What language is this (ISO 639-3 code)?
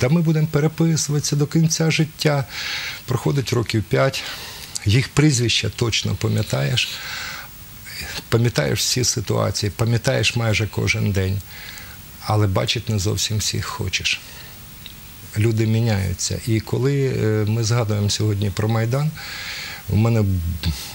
ukr